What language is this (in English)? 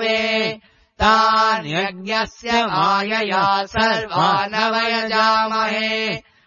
Sanskrit